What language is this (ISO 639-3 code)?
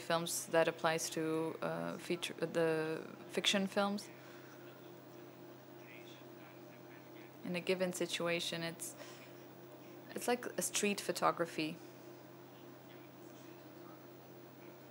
eng